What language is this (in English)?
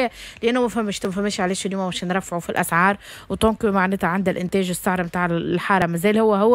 Tunisian Arabic